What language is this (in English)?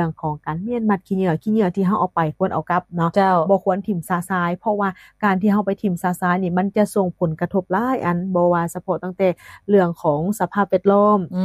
Lao